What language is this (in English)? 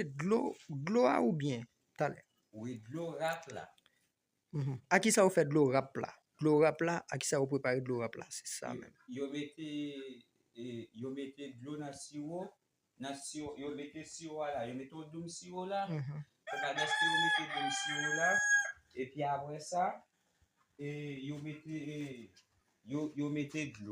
Haitian Creole